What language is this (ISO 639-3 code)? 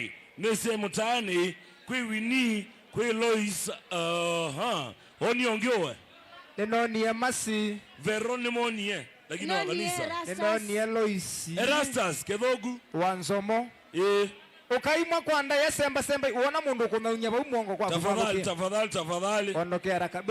kam